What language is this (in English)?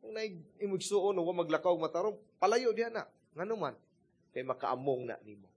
Cebuano